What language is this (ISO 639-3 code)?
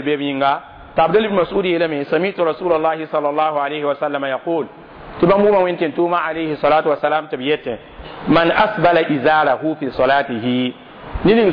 mos